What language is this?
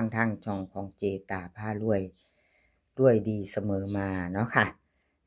Northeastern Thai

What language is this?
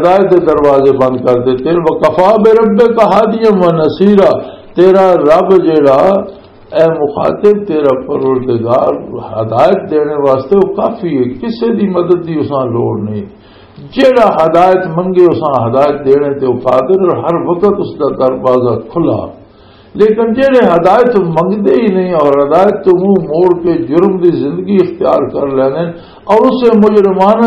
Western Panjabi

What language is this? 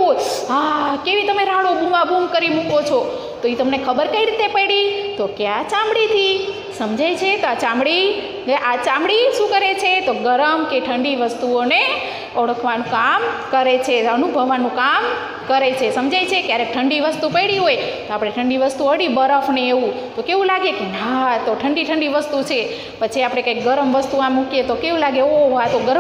Gujarati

